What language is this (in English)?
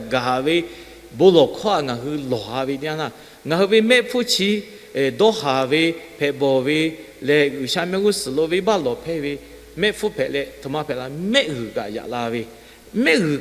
Lahu